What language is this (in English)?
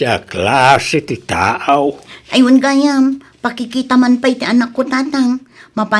Iloko